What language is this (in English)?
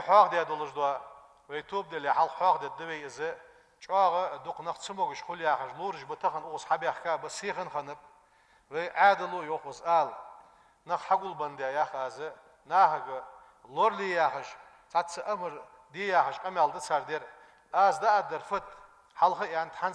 Ingush